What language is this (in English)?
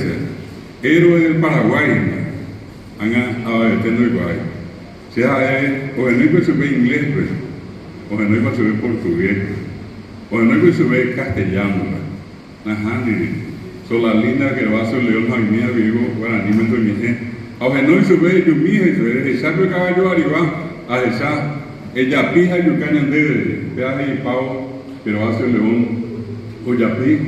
Guarani